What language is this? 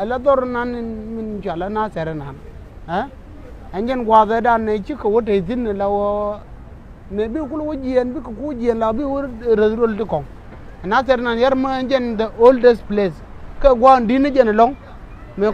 Nuer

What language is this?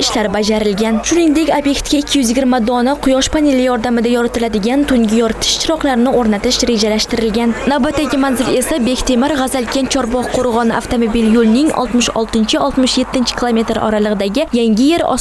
Uzbek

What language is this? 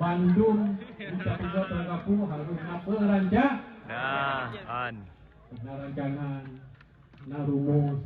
Achinese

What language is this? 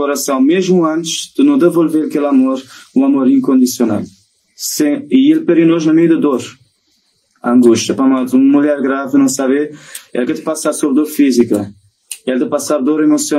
Kabuverdianu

